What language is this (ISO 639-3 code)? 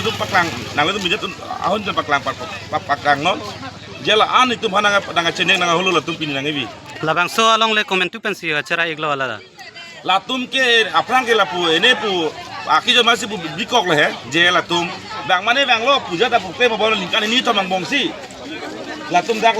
mjw